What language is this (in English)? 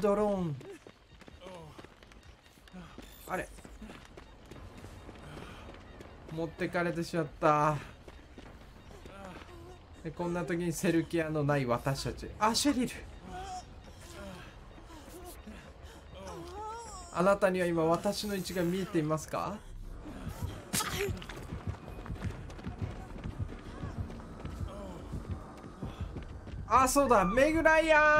Japanese